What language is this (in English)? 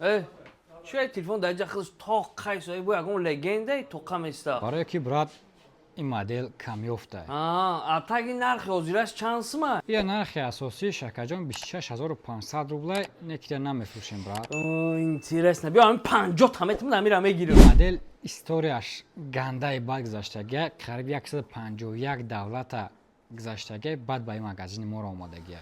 Tajik